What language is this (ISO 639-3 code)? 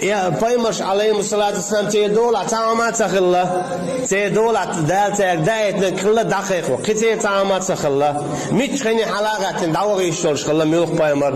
che